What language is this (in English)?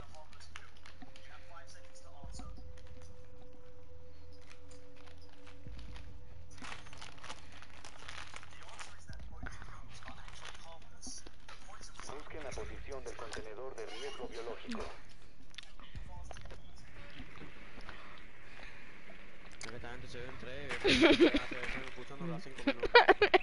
Spanish